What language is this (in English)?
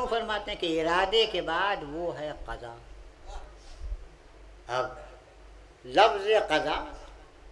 Urdu